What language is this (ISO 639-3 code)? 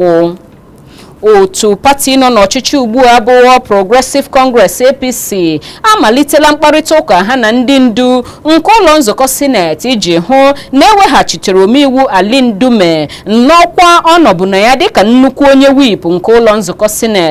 ibo